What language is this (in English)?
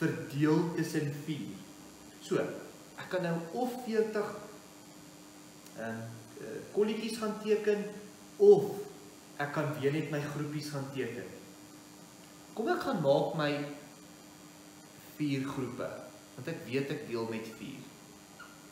Afrikaans